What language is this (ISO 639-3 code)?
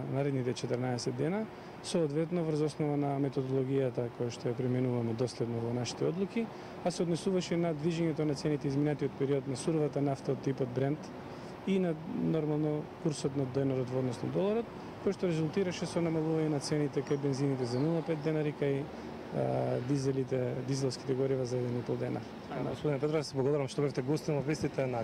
mkd